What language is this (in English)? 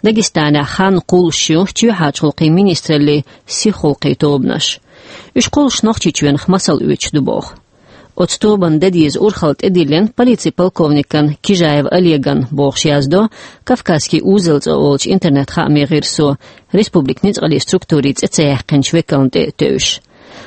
Chechen